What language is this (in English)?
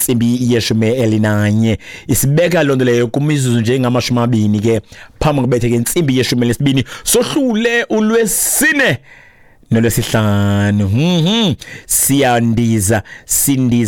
Xhosa